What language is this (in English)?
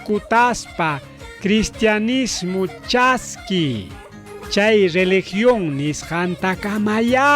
Ayacucho Quechua